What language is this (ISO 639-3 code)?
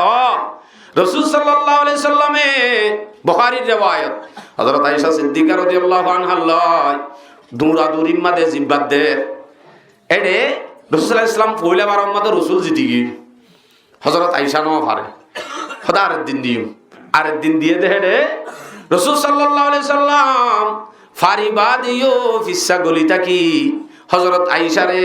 rhg